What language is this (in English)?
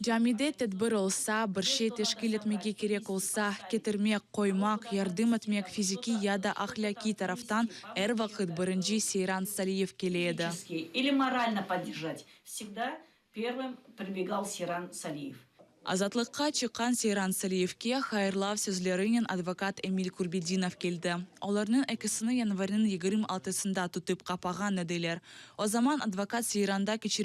Crimean Tatar